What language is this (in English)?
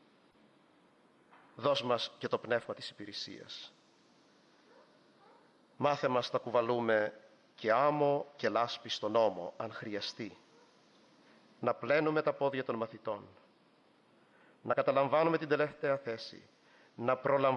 Greek